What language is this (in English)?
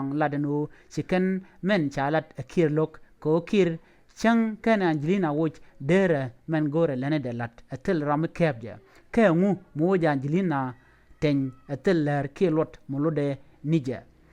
Nuer